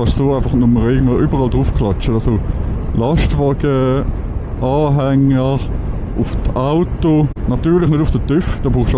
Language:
Swiss German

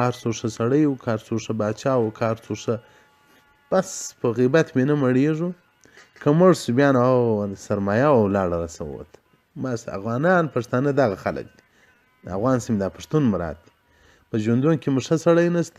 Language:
Pashto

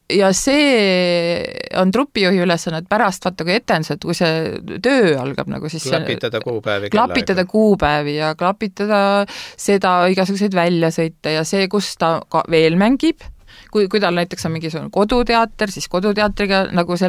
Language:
Estonian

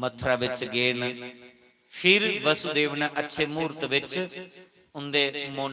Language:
Dogri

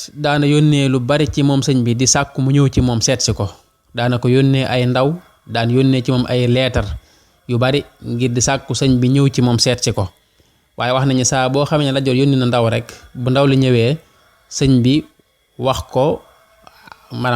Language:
Wolof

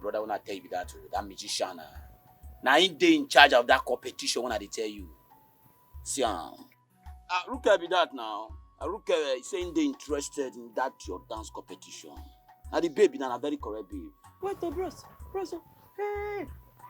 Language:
Nigerian Pidgin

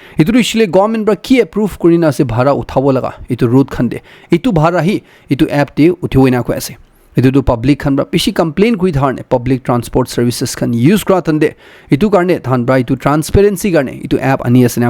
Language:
Naga Pidgin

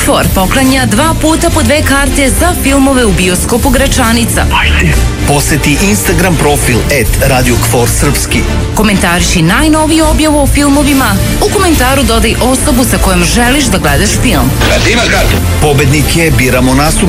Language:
Serbian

